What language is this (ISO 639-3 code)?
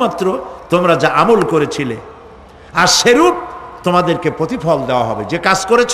ben